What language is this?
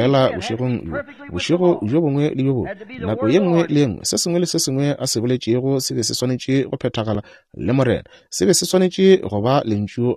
Northern Sotho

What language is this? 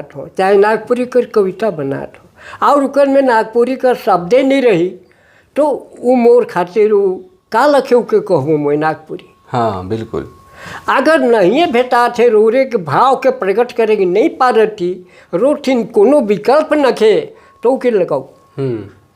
Sadri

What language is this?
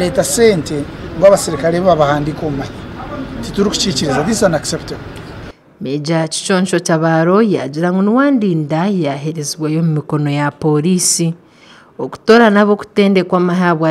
Nyankole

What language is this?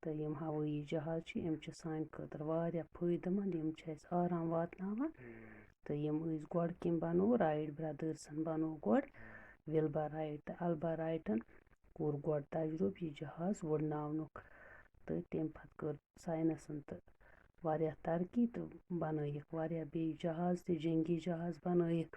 Kashmiri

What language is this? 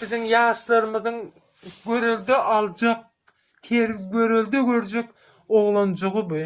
Turkmen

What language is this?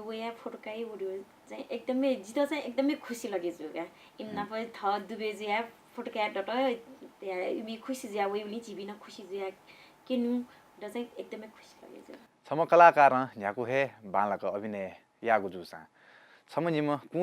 Newari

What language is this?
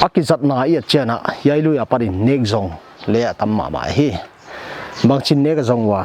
Paite Chin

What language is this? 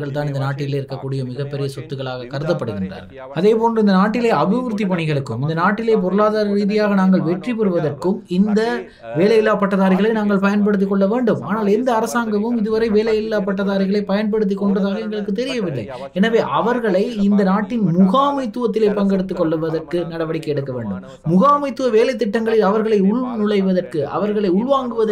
Tamil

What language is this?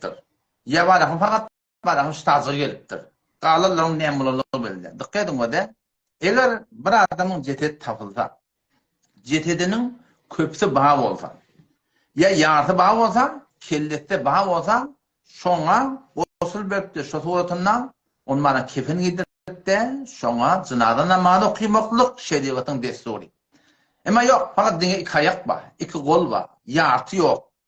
Turkmen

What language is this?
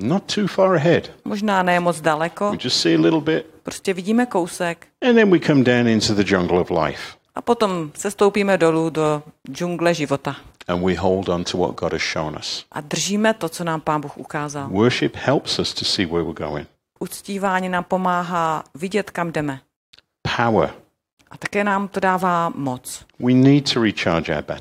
Czech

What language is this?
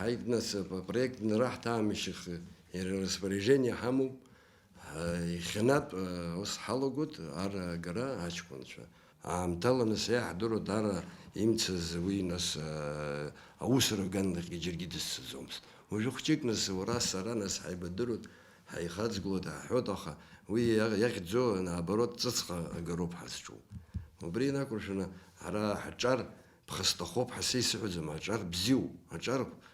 Abkhazian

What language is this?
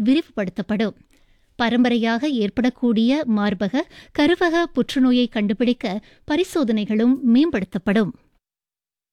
Tamil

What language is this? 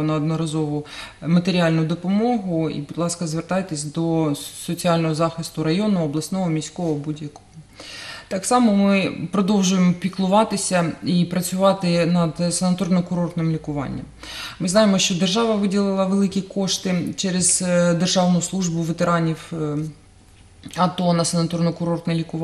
Ukrainian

